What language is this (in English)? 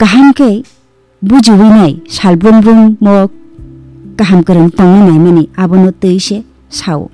Kok Borok